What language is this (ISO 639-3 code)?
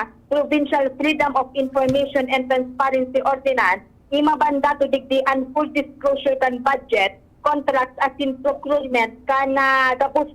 bik